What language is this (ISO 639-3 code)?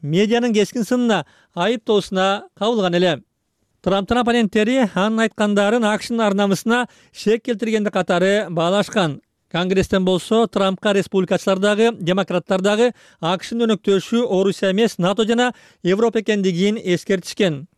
kir